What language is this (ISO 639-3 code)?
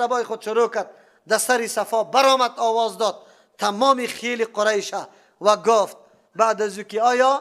fas